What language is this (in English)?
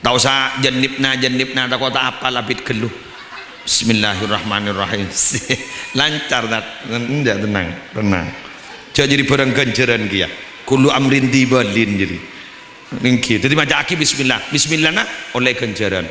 Madurese